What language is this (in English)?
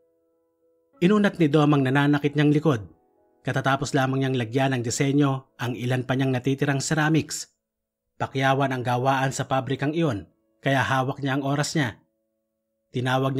Filipino